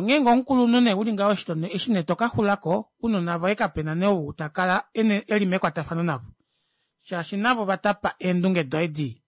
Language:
Kuanyama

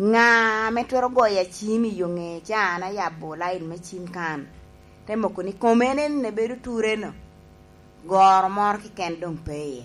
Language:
Lango (Uganda)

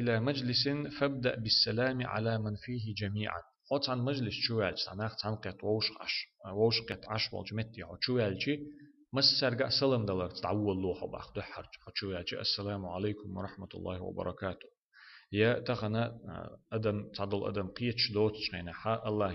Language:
Chechen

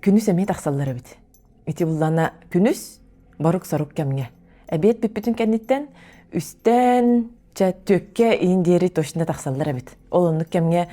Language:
Yakut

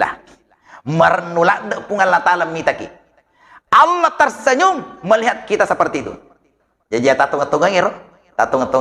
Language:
Buginese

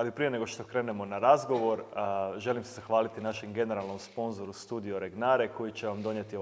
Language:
Croatian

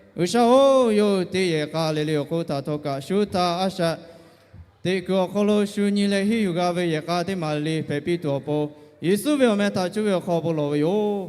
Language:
Lahu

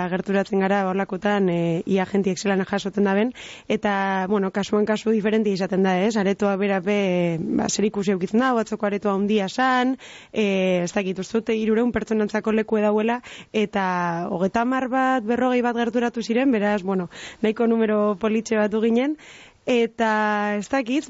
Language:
Basque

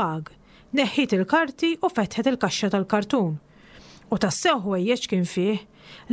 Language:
Maltese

